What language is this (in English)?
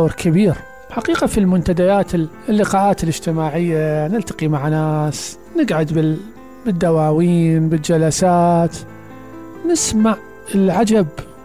Mesopotamian Arabic